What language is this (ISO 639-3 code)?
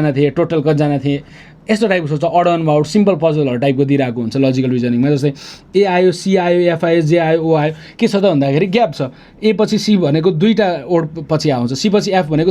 nep